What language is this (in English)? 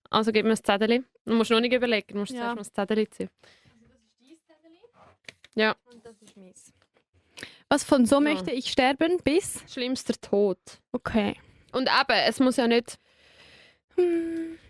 Swiss German